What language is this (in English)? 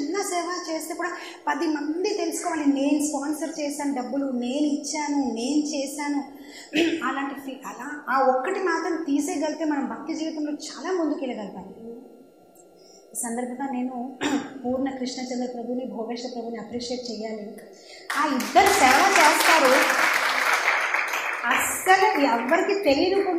Telugu